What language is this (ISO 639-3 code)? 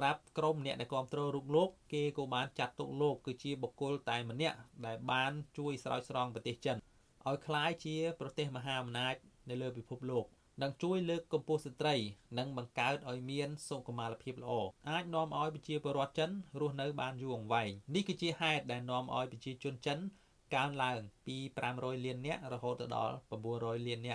khm